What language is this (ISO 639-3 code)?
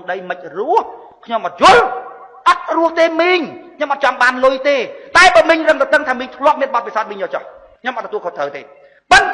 khm